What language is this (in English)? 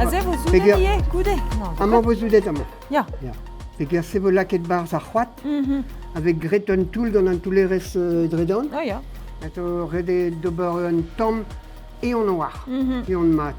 Breton